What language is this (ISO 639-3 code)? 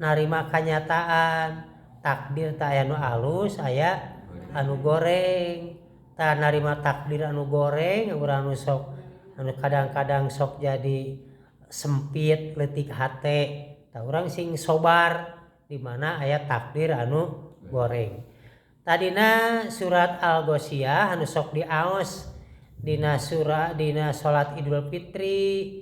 sun